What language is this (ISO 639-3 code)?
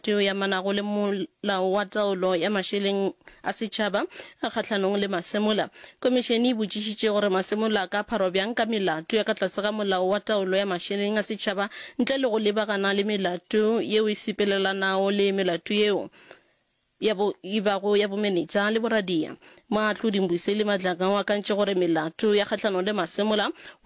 nso